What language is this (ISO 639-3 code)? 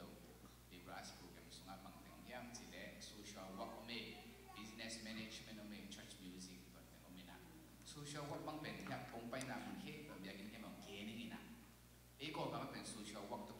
ctd